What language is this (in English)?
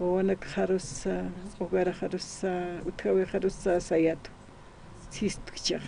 Aymara